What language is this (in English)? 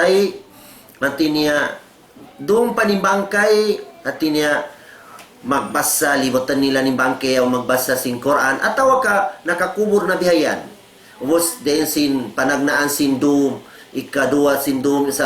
Tausug